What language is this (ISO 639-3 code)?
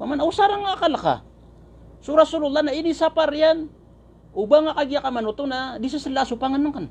mrw